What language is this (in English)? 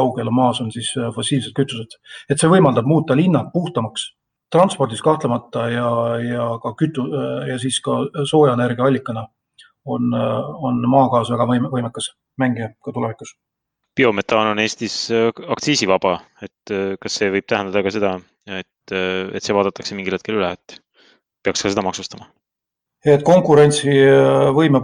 Estonian